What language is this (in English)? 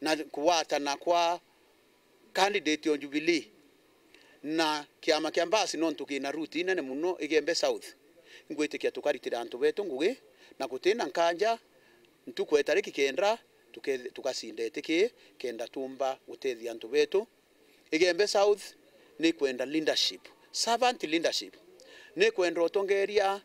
Meru